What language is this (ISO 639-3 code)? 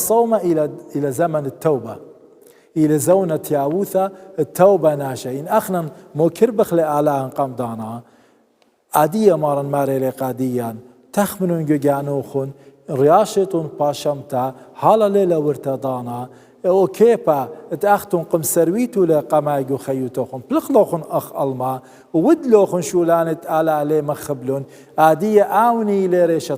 aii